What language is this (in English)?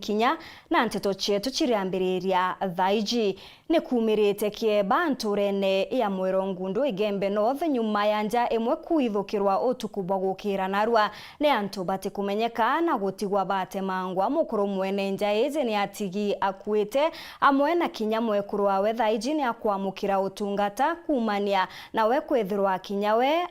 Meru